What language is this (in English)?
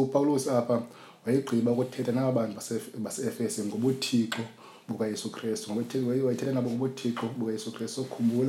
Xhosa